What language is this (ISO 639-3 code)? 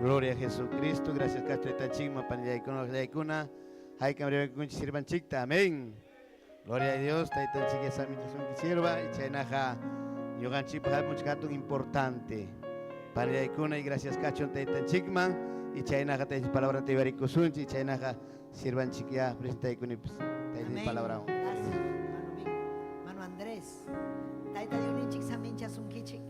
quy